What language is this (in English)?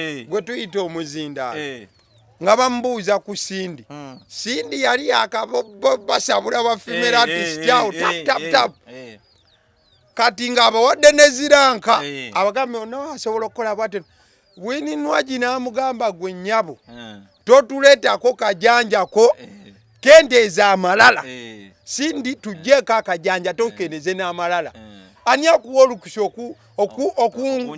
Ganda